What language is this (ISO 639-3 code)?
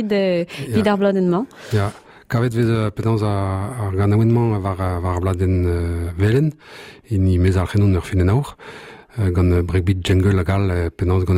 bre